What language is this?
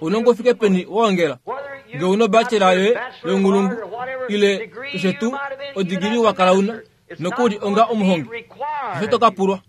Kuanyama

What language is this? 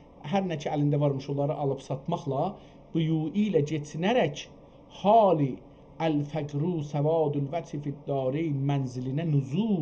South Azerbaijani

